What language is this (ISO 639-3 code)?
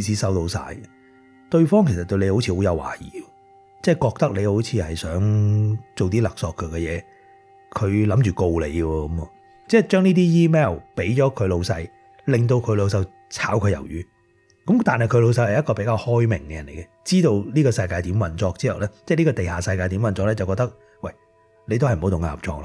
yue